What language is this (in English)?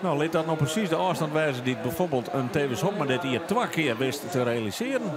Western Frisian